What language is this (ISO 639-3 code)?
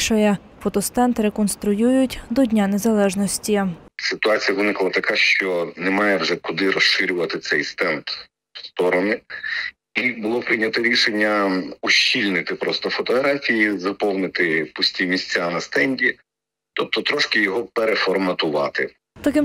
ukr